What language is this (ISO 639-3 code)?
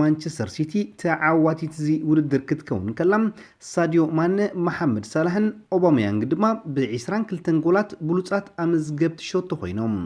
tir